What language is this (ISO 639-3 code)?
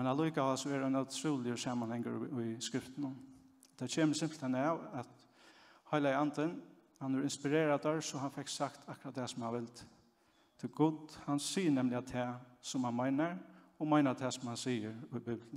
fao